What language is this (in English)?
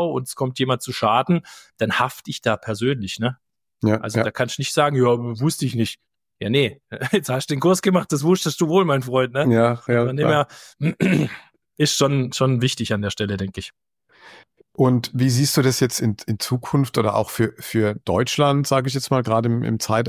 German